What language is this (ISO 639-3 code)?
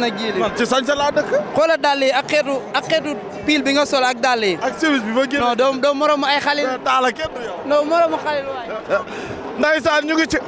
wol